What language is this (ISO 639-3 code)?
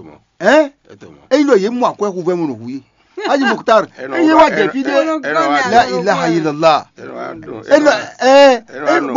fon